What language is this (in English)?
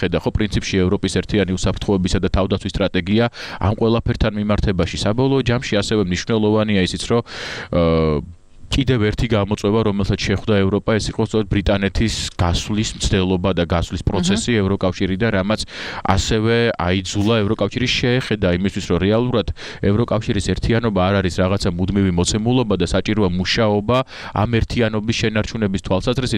Georgian